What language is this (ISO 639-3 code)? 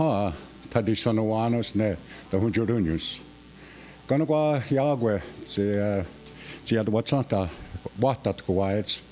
moh